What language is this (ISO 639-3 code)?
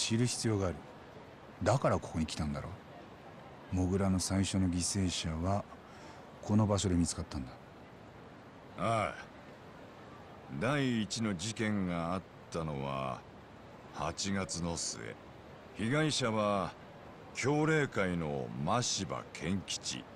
jpn